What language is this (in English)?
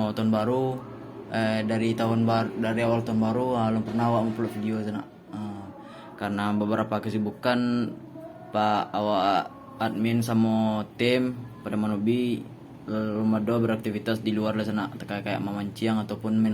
Minangkabau